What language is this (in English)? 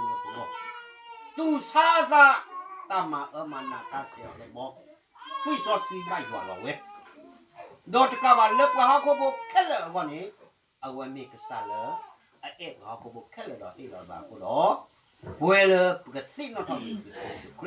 S'gaw Karen